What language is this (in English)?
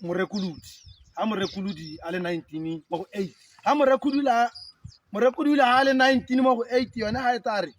Tswana